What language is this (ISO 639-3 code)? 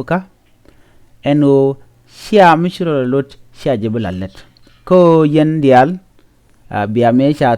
nus